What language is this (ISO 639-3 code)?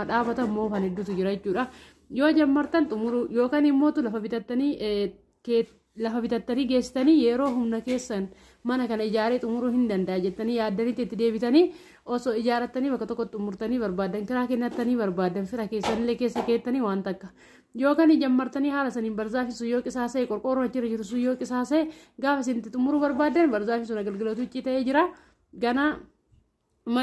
orm